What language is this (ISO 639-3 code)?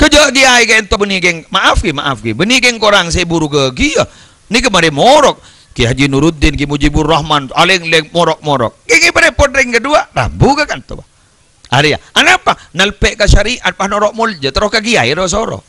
mad